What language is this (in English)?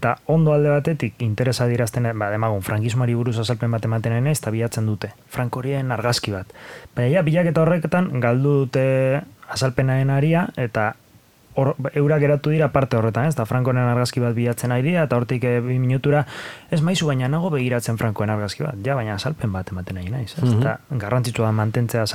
Basque